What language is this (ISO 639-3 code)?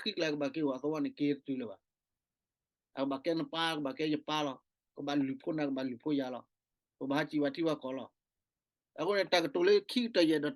ksw